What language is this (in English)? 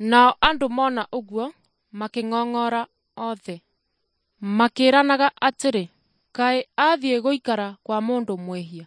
Kikuyu